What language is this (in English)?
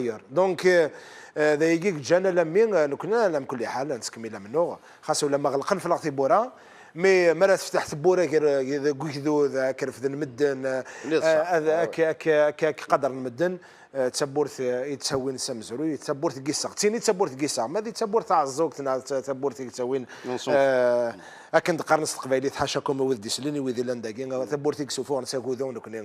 Kabyle